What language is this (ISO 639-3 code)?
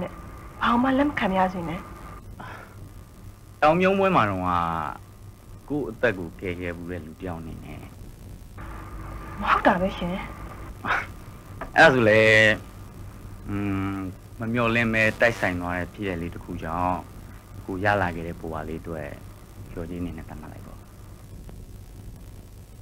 mya